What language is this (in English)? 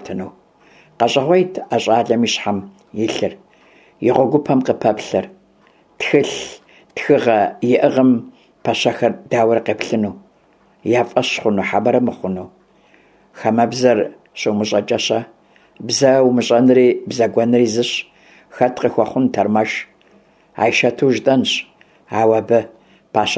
Kabardian